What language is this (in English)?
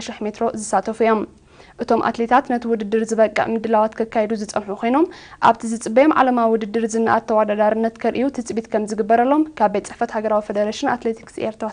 Tigrinya